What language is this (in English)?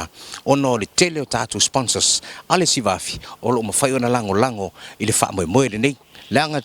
Samoan